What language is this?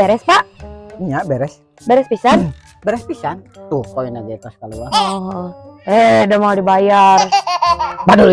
Sundanese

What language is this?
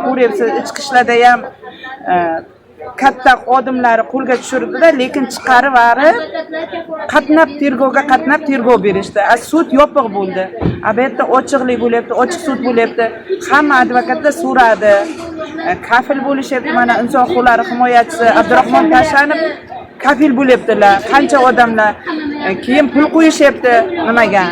Uzbek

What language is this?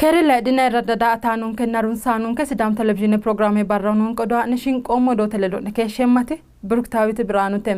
Sidamo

